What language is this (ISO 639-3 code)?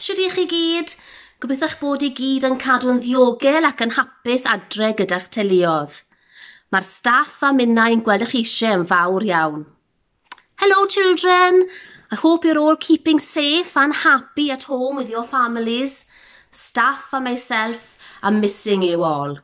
cym